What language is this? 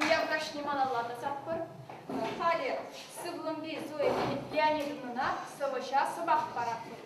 Chuvash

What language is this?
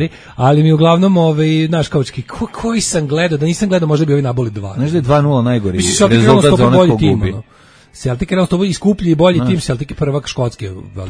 Serbian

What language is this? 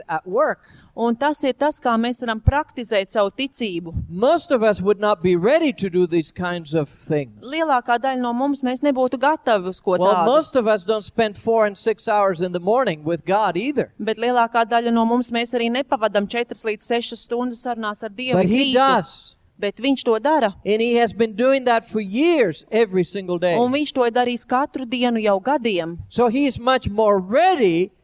Latvian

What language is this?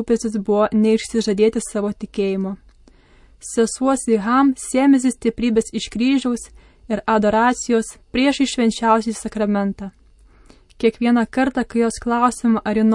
Lithuanian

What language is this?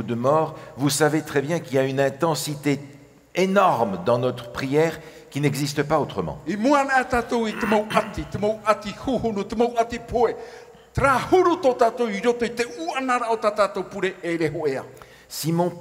Tahitian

